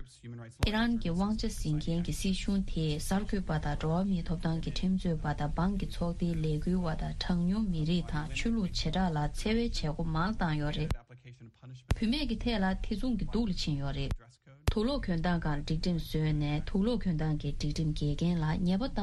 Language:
Tibetan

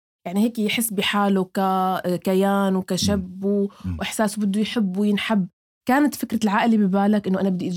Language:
North Levantine Arabic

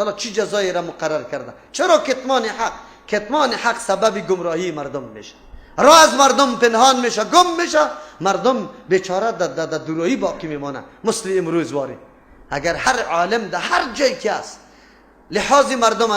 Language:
Persian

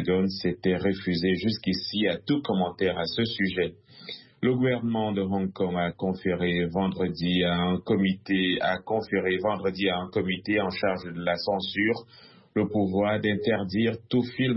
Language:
French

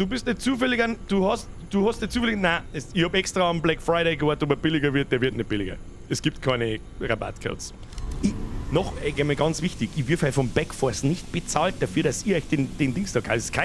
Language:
Bavarian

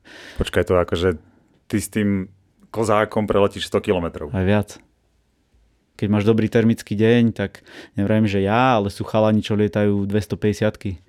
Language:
Slovak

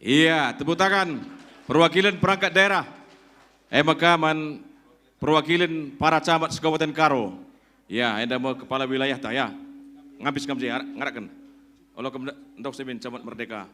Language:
Batak Karo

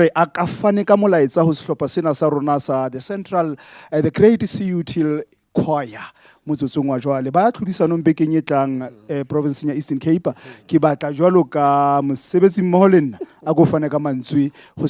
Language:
Southern Sotho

